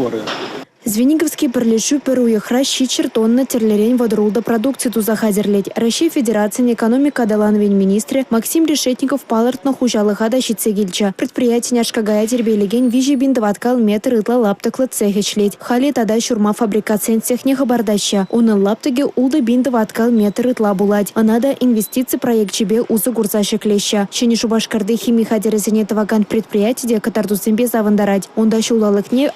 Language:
Chuvash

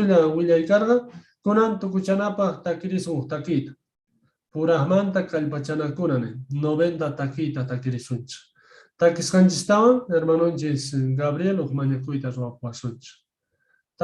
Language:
Quechua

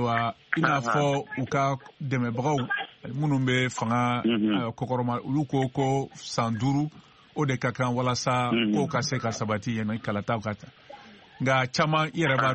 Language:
Bambara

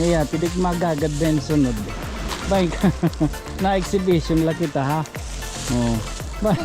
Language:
Waray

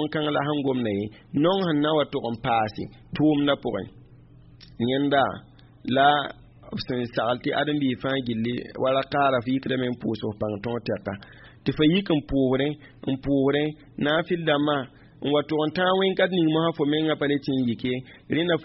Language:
Mossi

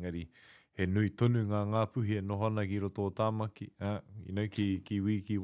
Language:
Māori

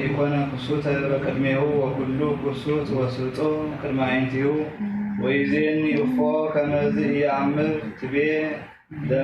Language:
Geez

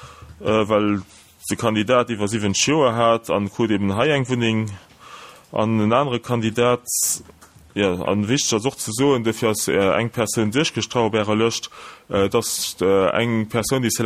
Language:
Luxembourgish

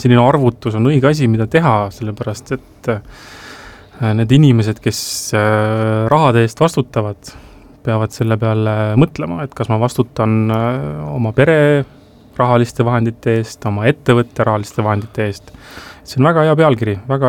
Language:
Estonian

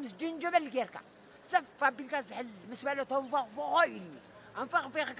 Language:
Tigrinya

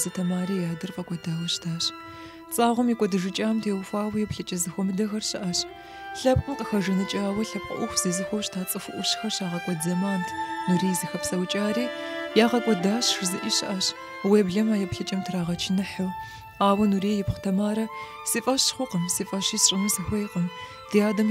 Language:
Kabardian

